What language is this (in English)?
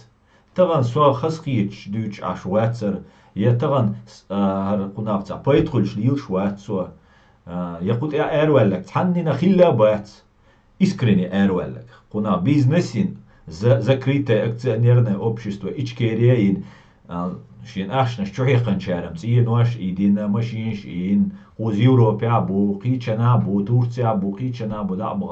Chechen